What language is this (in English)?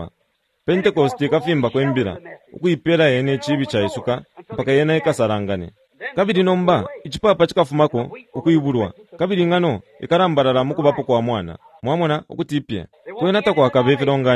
Bemba